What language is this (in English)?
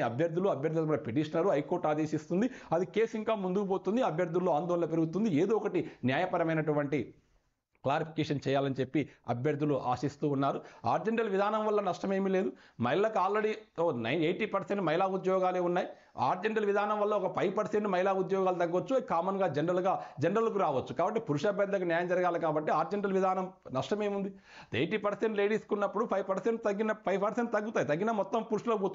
Telugu